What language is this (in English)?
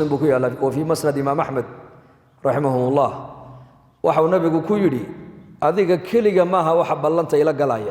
Somali